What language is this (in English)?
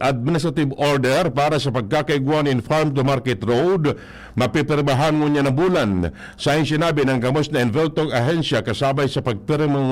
Bikol